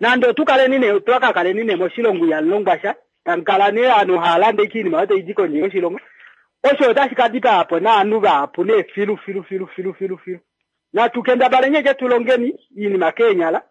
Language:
Kuanyama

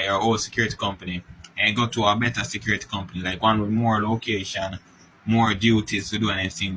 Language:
Jamaican Creole English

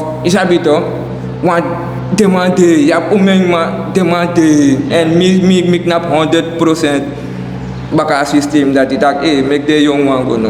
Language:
Sranan Tongo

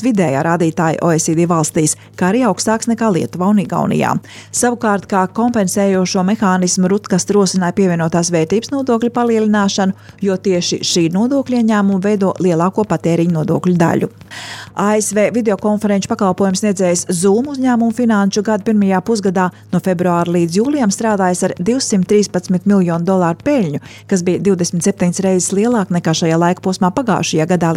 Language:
Latvian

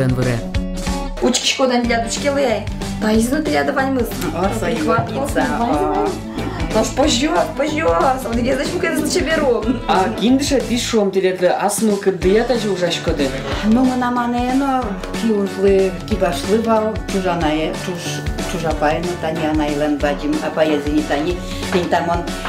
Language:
Udmurt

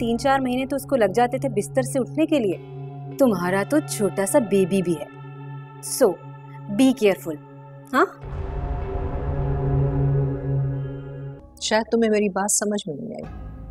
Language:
Hindi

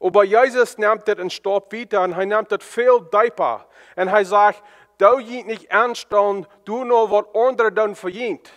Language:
Plautdietsch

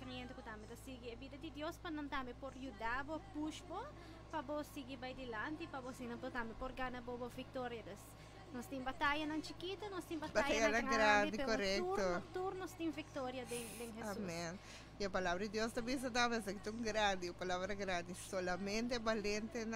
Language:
Papiamento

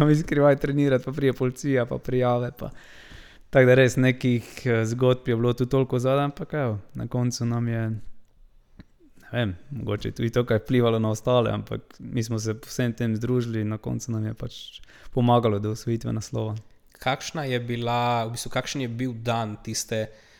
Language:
Slovenian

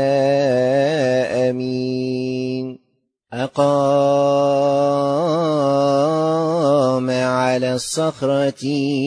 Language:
Arabic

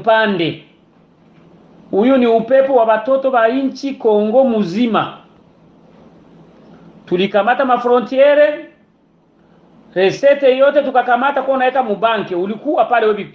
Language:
Swahili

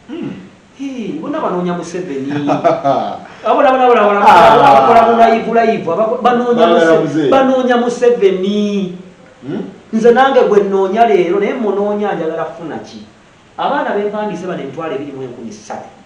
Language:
Ganda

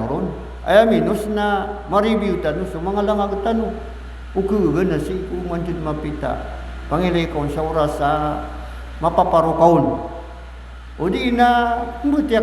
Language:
Maranao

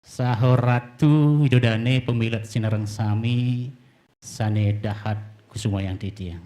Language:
Balinese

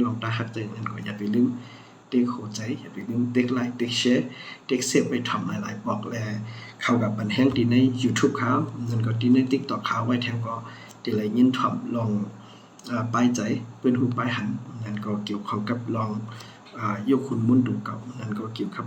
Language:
Shan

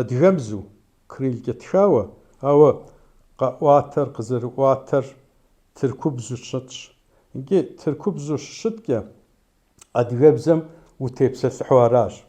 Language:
Kabardian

